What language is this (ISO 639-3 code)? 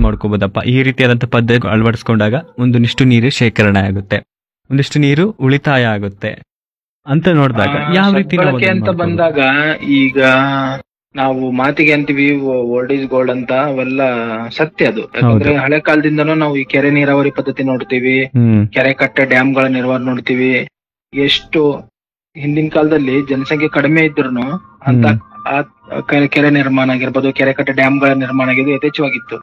kan